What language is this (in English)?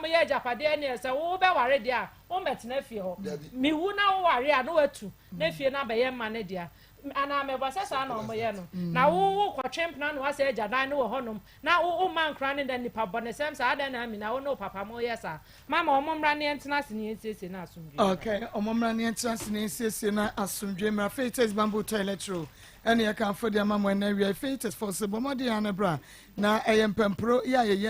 Akan